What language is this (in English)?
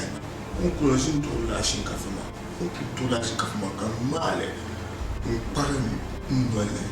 Dagbani